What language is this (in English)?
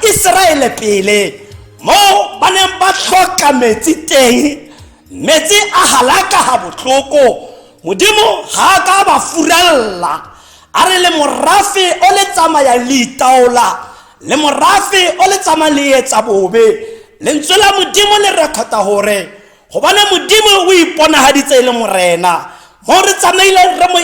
Tswana